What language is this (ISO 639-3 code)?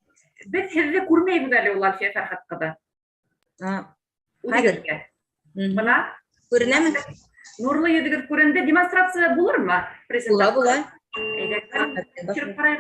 bak